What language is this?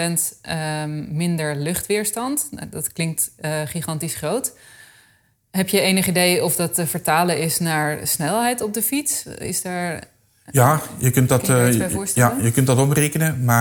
Dutch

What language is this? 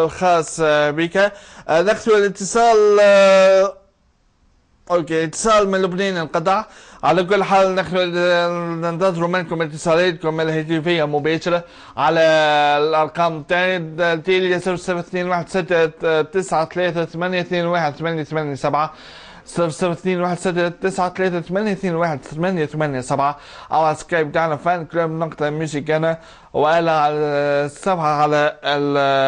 Arabic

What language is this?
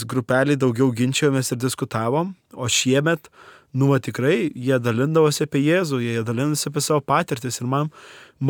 Lithuanian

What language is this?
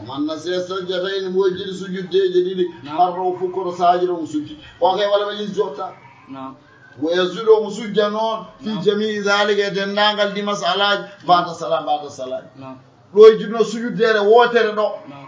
Fula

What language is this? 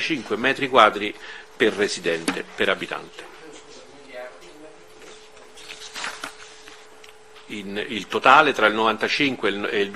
Italian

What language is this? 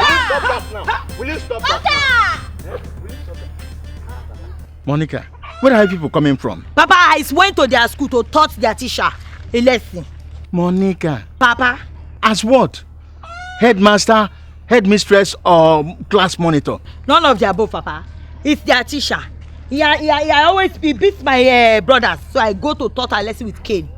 Nigerian Pidgin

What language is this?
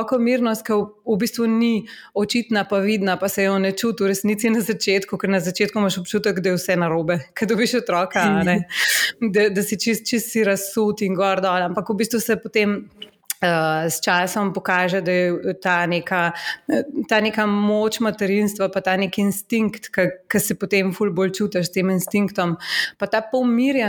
Slovenian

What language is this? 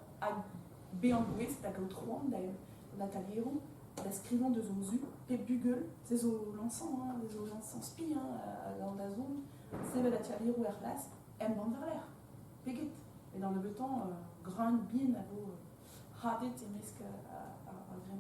Breton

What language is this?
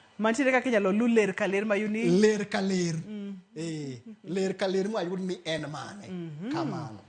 Luo (Kenya and Tanzania)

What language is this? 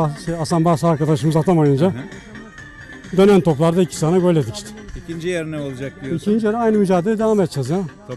Turkish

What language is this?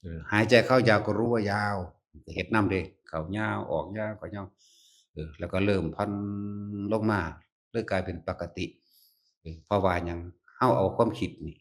Northeastern Thai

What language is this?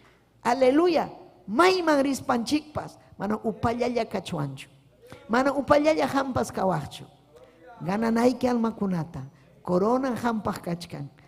Ayacucho Quechua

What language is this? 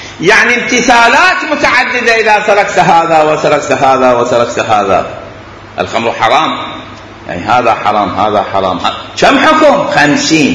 Mesopotamian Arabic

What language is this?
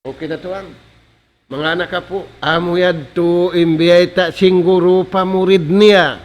Tausug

